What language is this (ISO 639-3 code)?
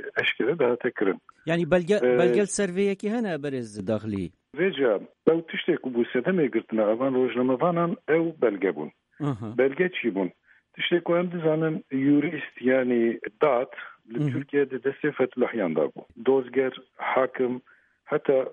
kur